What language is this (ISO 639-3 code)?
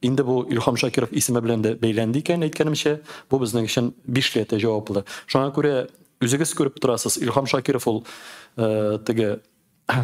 tat